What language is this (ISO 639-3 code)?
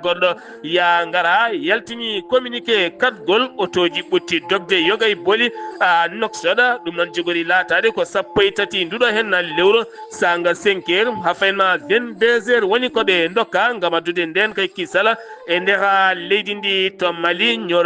ful